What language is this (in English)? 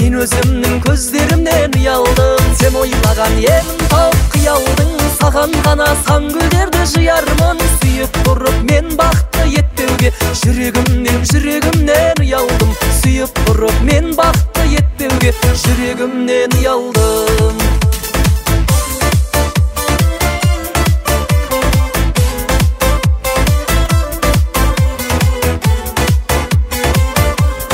Kazakh